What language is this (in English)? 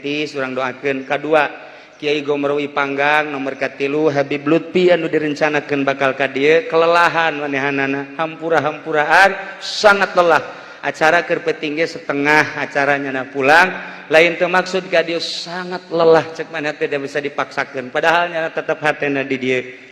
Sundanese